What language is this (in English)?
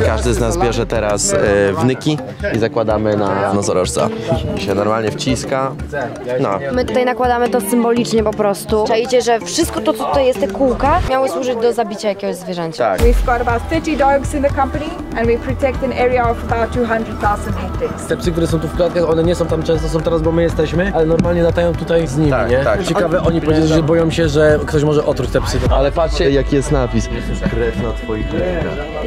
Polish